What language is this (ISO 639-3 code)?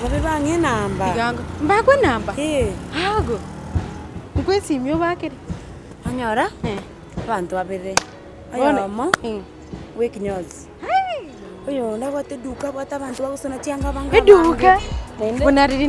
guz